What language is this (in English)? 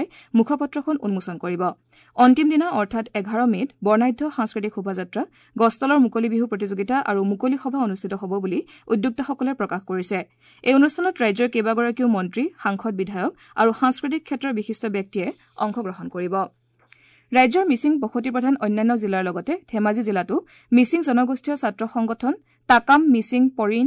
Assamese